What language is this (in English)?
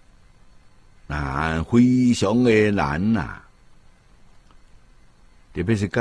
Chinese